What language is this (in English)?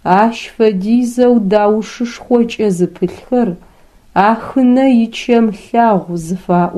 Adyghe